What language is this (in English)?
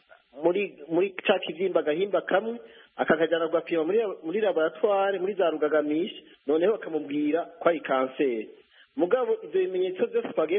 Kinyarwanda